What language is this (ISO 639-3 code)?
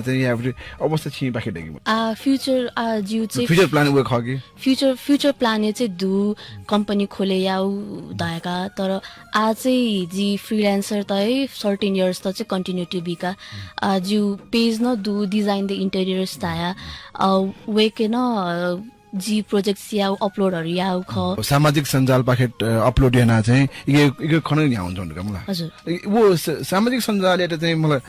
new